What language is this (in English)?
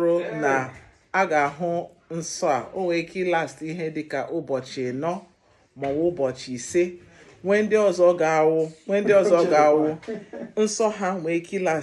Igbo